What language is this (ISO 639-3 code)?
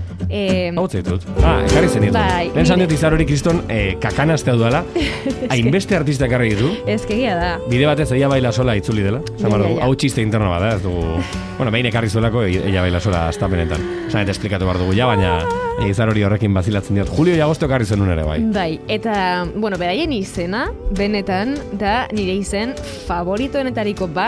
eus